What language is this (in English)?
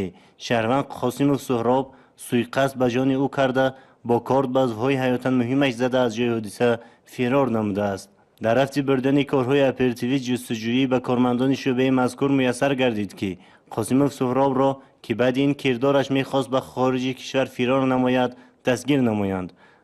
Tajik